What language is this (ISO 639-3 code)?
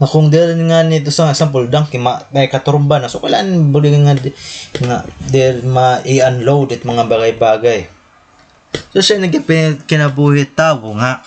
war